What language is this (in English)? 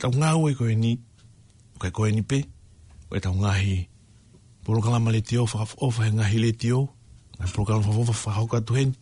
Tongan